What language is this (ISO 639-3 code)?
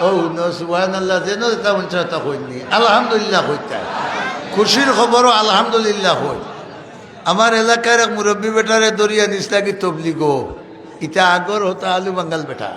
syl